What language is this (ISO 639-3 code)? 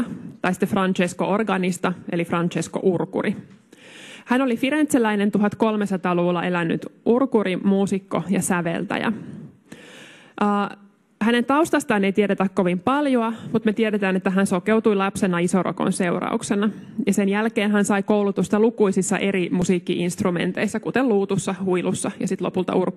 fin